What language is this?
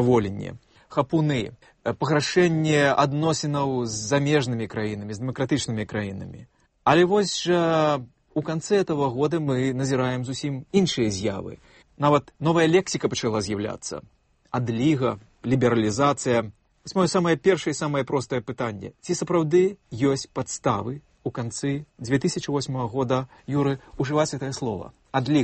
Belarusian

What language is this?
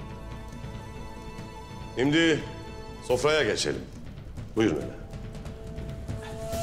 Turkish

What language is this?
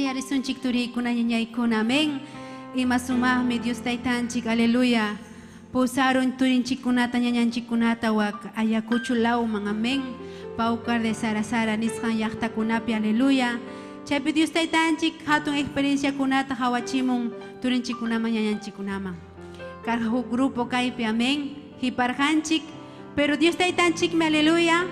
Ayacucho Quechua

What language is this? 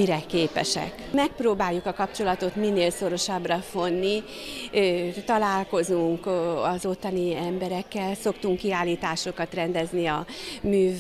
Hungarian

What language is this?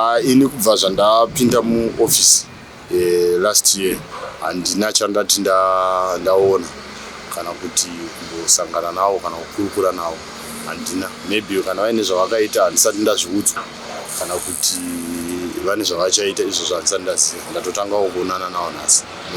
Shona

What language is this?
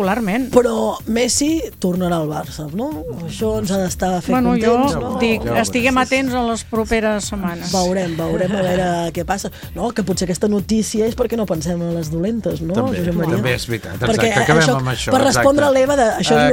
Catalan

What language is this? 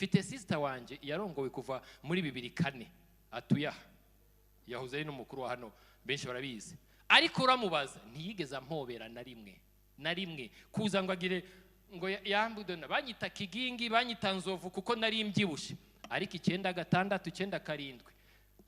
Kinyarwanda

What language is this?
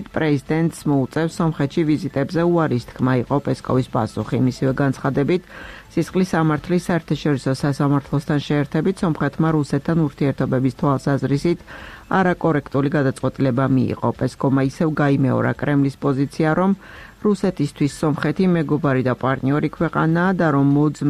Georgian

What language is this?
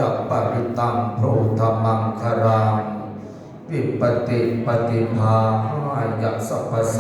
Pali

